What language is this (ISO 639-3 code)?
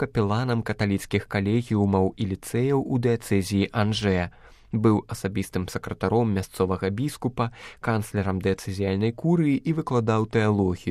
bel